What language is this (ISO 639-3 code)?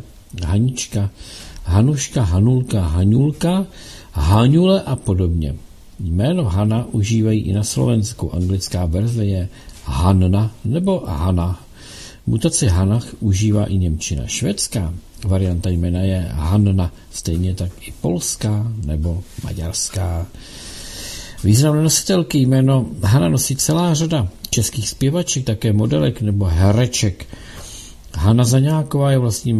ces